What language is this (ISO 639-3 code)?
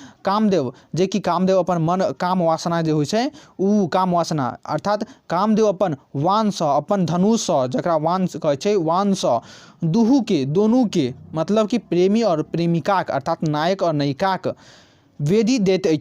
mai